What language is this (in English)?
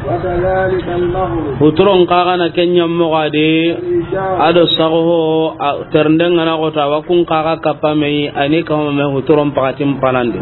Soninke